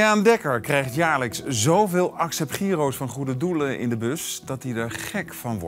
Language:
Dutch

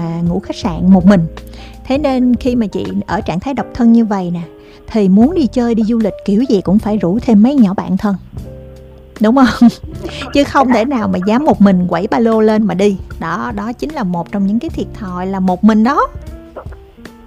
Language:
Vietnamese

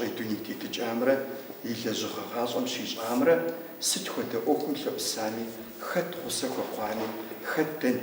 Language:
Kabardian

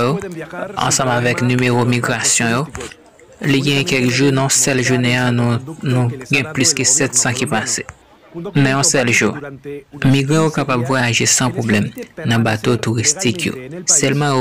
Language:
Haitian Creole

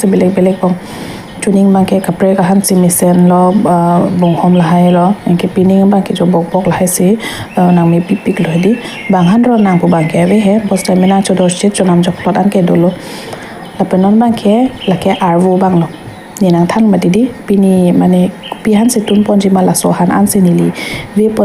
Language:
Karbi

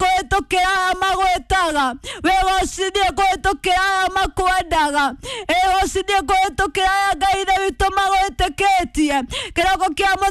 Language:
Kikuyu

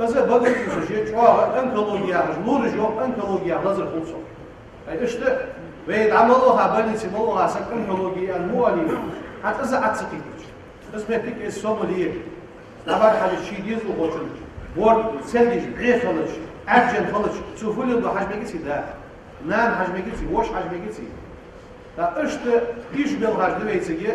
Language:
Ingush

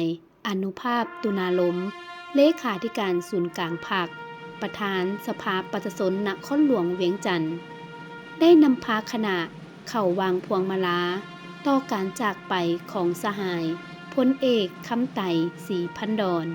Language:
Lao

